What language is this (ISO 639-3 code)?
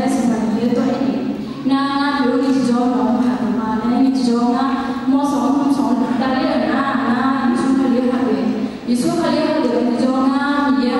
ahk